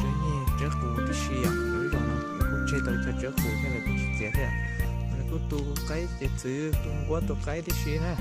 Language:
Hmong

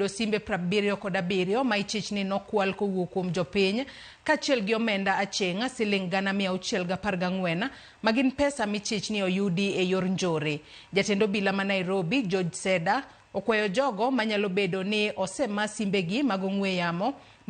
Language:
Luo (Kenya and Tanzania)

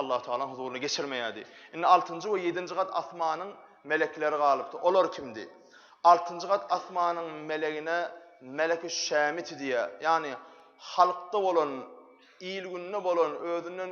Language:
Turkmen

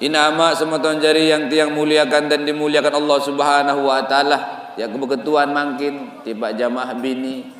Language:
Sasak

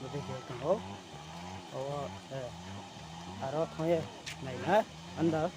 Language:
Riang (India)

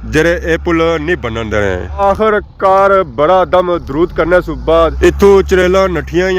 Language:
Pahari-Potwari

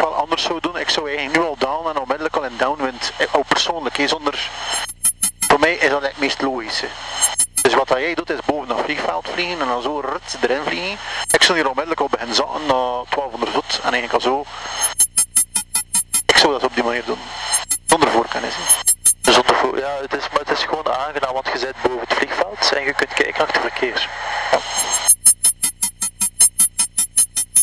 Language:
Dutch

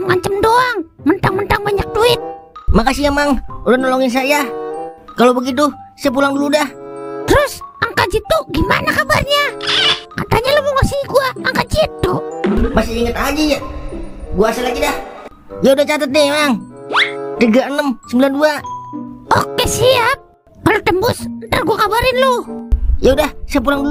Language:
Betawi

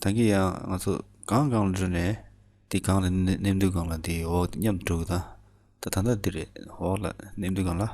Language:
Tibetan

